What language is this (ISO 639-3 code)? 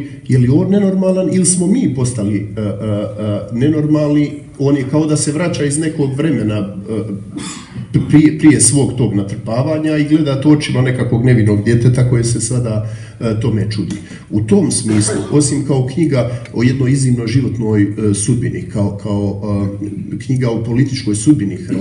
hrv